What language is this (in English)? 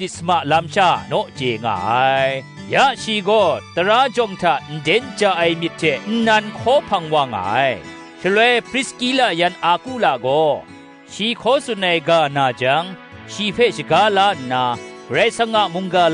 Kachin